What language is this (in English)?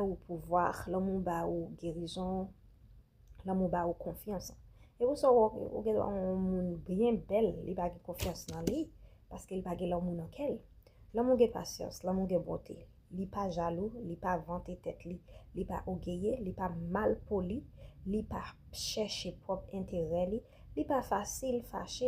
Haitian Creole